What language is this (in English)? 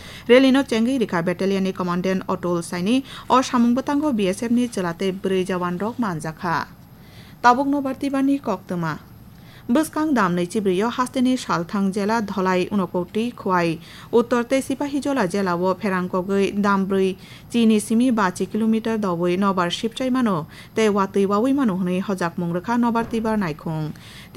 Kok Borok